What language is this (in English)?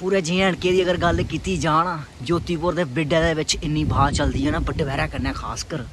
Dogri